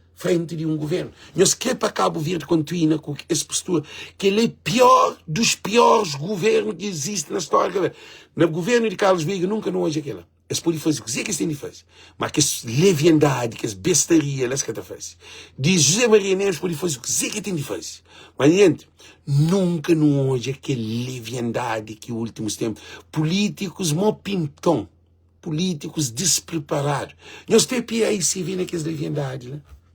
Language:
Kabuverdianu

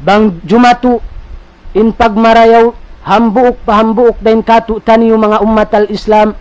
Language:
Tausug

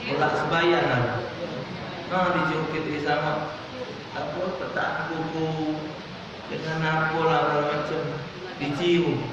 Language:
Musi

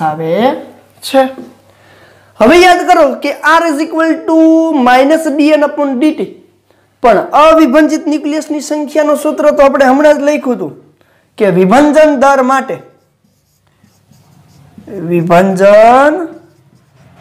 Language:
Gujarati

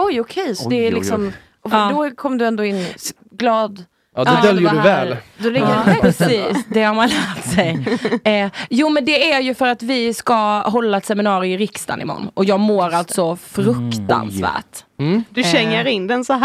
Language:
Swedish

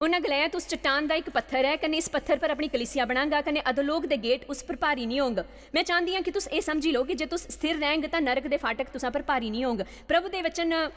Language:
Dogri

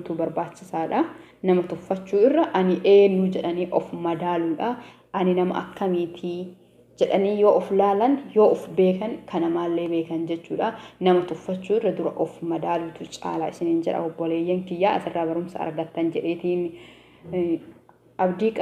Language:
Oromo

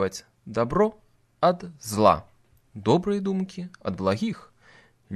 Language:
Belarusian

